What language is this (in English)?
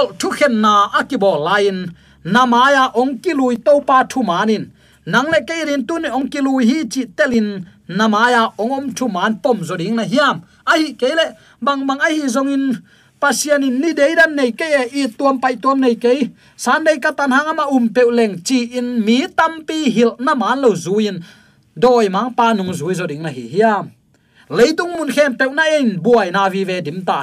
Tedim Chin